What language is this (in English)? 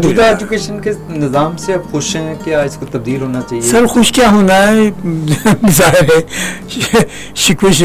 Urdu